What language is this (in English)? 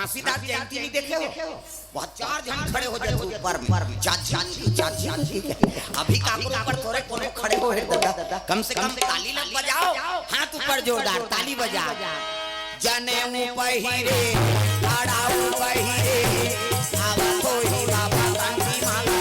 Chhattisgarhi